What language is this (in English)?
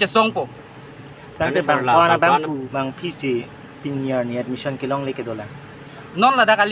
Karbi